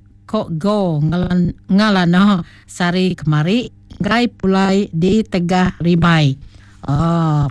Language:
Iban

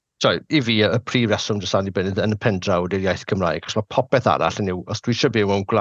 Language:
Welsh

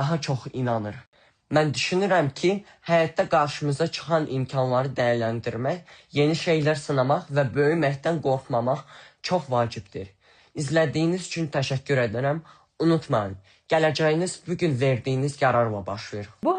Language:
Azerbaijani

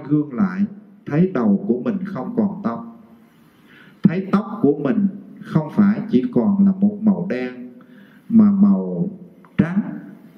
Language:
Vietnamese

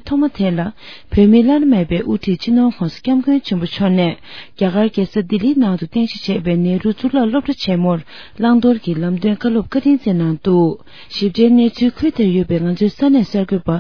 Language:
Tibetan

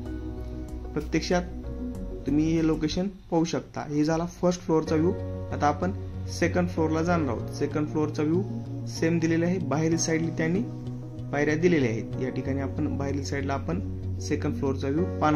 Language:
Marathi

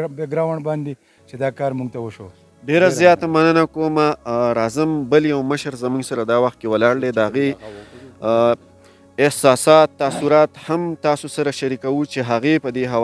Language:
Pashto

